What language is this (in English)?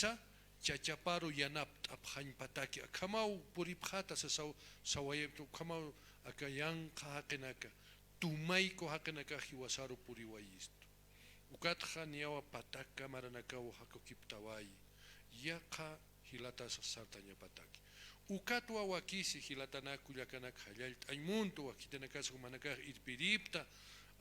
Aymara